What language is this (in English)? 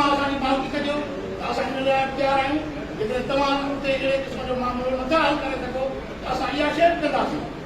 Sindhi